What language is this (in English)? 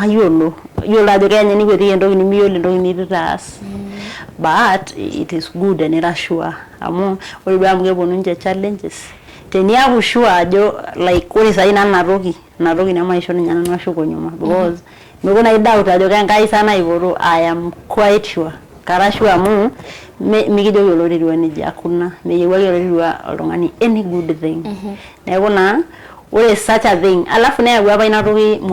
Masai